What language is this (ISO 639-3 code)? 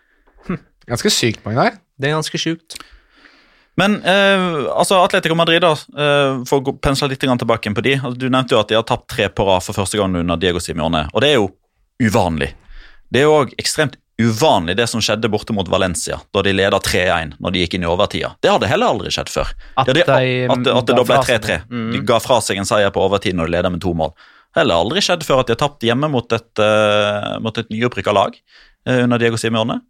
nor